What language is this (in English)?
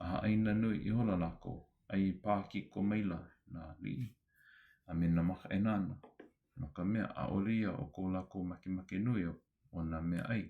Hawaiian